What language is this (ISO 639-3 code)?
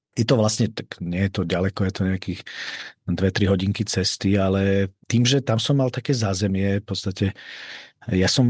slk